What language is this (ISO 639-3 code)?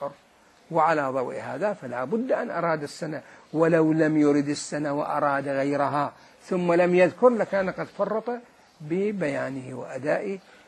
acm